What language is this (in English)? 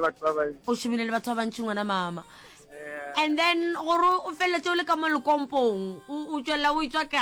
Northern Sotho